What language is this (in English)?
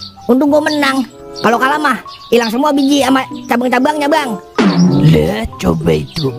Betawi